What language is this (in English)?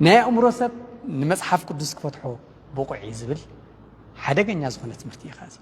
Tigrinya